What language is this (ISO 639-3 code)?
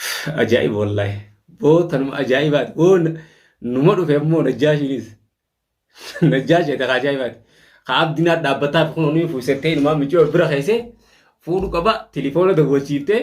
orm